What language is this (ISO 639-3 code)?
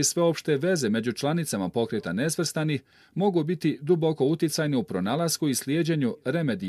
bos